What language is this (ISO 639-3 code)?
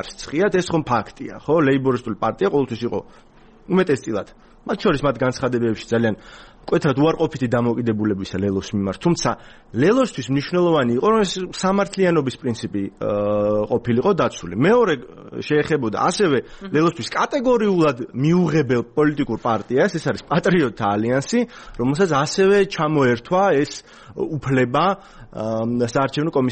kat